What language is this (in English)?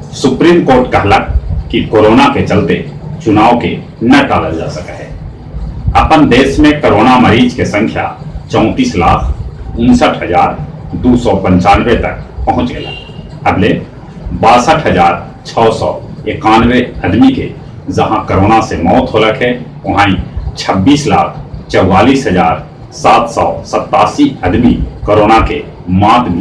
Magahi